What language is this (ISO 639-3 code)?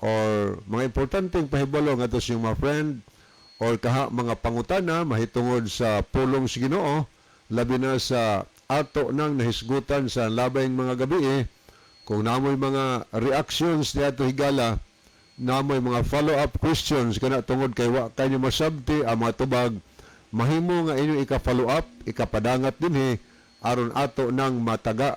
ceb